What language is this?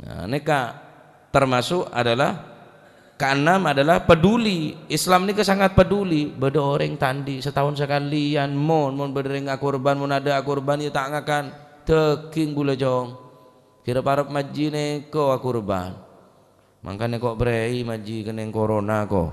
Madurese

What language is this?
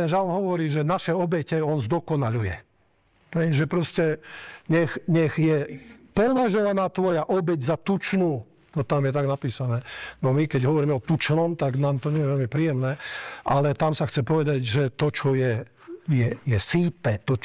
Slovak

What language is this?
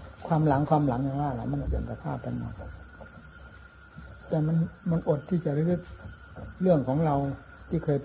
Thai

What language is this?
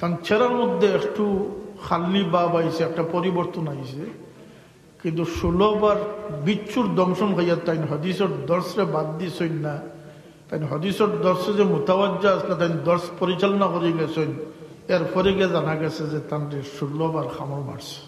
Sylheti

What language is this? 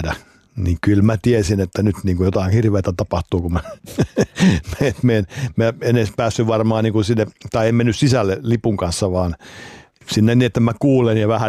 Finnish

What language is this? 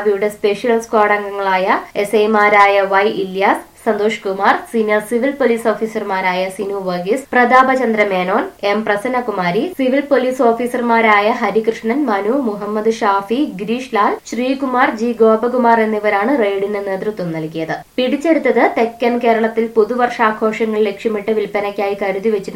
Malayalam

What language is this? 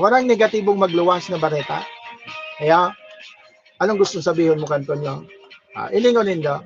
Bikol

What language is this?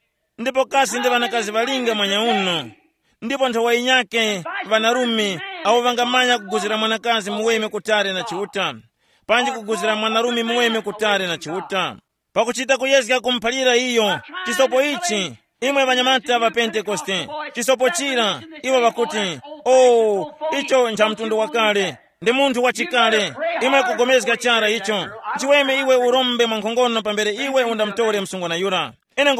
Tumbuka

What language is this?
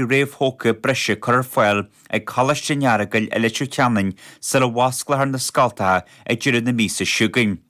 Irish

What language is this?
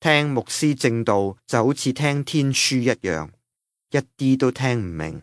Cantonese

